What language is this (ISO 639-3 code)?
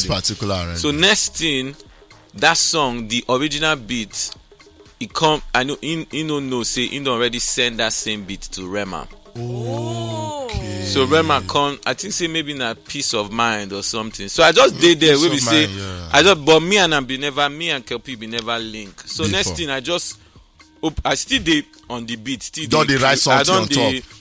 pcm